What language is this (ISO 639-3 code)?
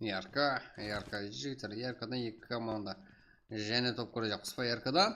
kaa